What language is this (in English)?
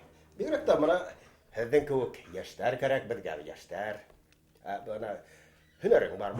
Bashkir